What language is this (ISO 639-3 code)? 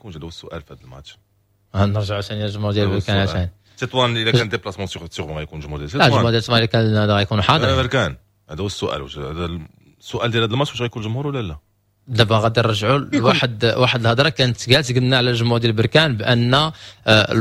ary